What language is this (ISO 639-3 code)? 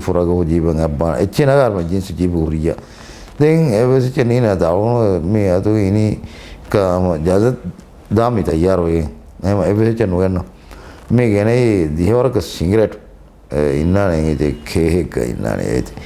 div